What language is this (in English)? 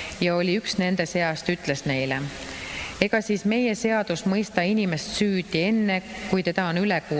Estonian